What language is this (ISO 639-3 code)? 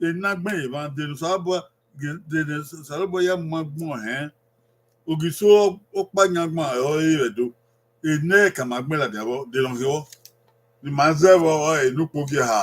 bin